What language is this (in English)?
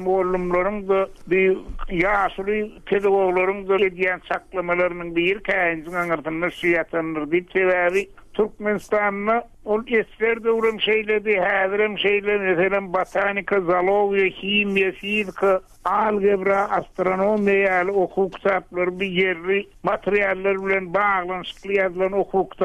Turkmen